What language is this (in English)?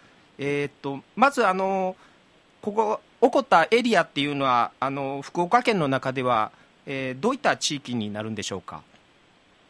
Japanese